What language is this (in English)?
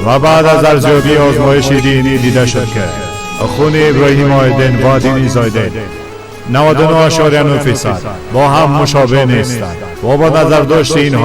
Persian